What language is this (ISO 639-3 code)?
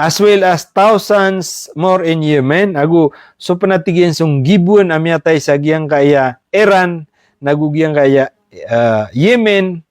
mrw